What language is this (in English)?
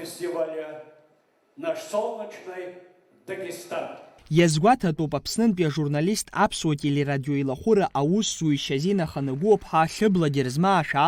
Abkhazian